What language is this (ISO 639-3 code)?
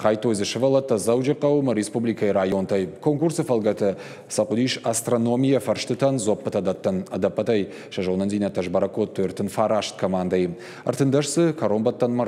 oss